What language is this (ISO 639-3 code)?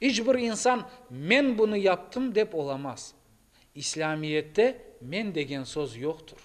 crh